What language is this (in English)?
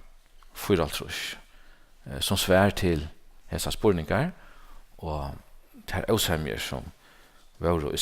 Faroese